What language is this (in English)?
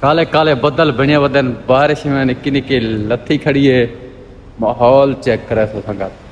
Saraiki